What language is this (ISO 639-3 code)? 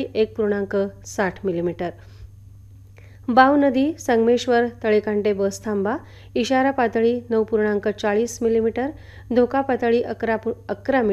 mar